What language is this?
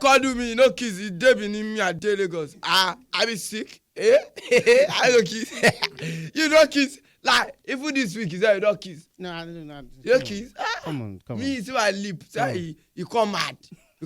Nigerian Pidgin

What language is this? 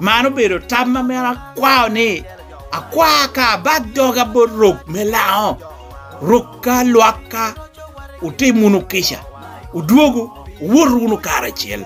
Lango (Uganda)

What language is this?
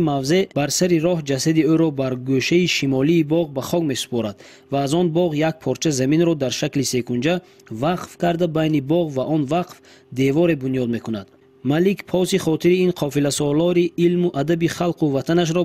Tajik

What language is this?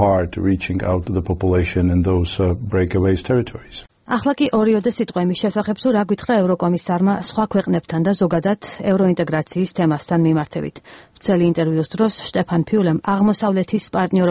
Georgian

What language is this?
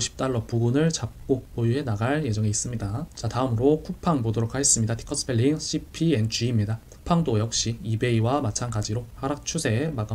Korean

